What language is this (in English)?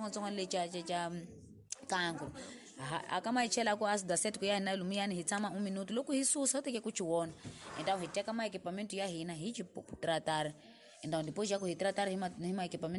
Tsonga